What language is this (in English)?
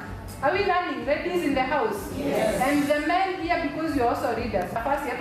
Meru